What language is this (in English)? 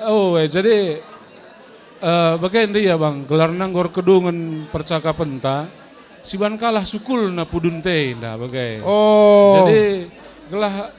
Batak Karo